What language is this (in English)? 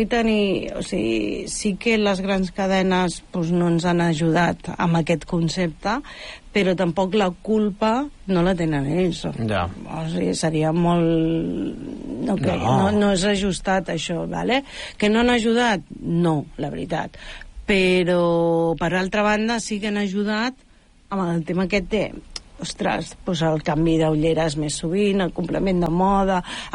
Catalan